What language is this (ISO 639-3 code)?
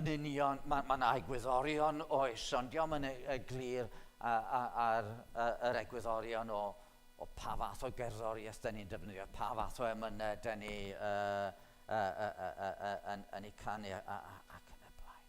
cym